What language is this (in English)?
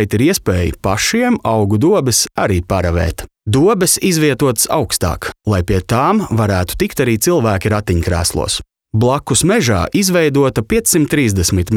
Latvian